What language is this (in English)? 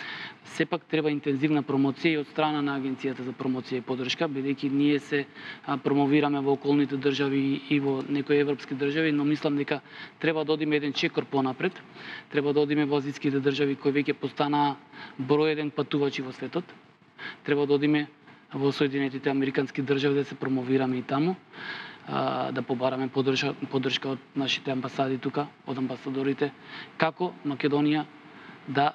Macedonian